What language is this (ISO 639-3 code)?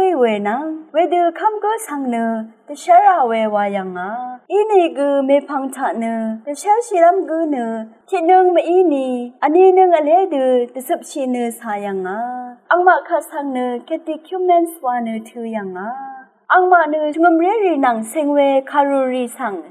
raw